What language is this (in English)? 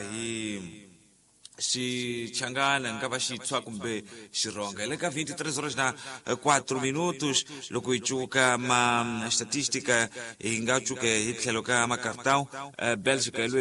Tsonga